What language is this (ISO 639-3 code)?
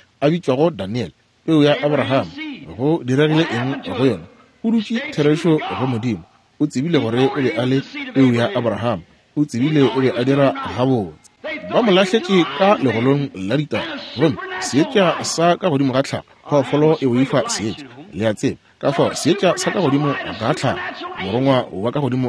nso